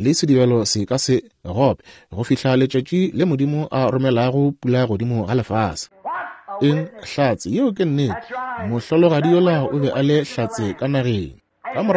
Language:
Northern Sotho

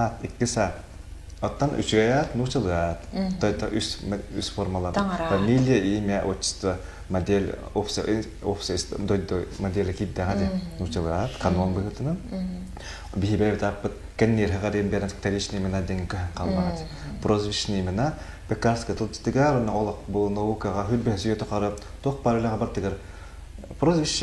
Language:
Yakut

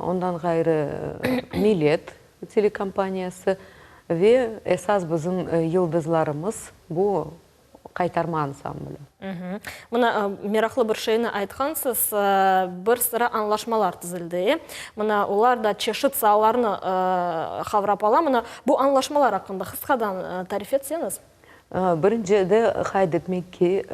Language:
Crimean Tatar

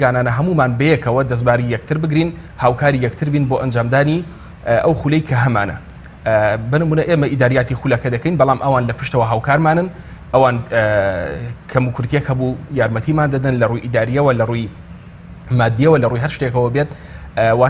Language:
Central Kurdish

